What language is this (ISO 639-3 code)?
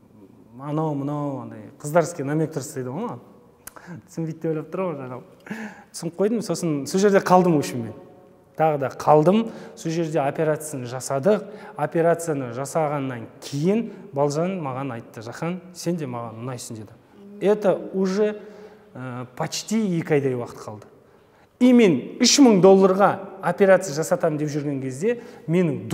kaz